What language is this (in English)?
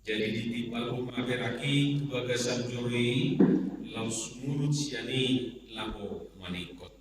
Batak Toba